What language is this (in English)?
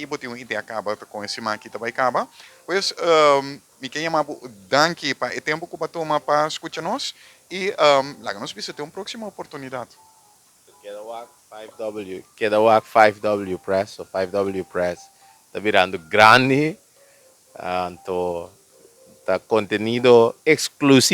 Papiamento